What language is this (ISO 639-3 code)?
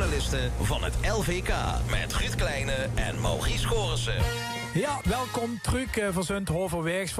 lim